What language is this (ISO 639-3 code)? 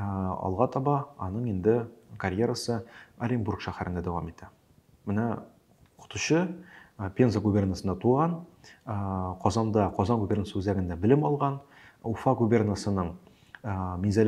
tat